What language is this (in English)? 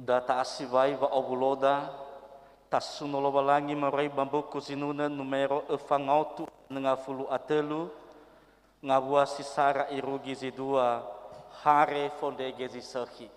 Nias